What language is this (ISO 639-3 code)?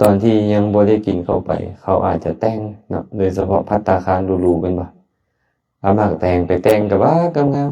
lao